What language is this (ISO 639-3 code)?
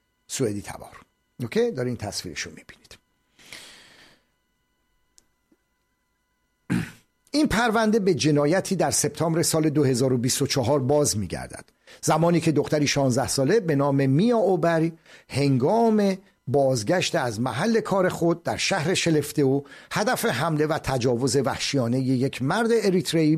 fas